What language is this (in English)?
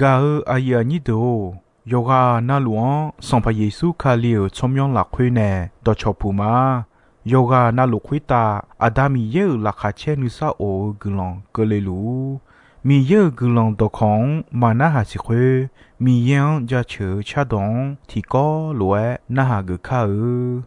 Akha